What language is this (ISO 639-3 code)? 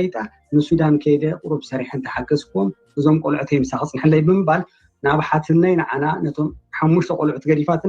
tir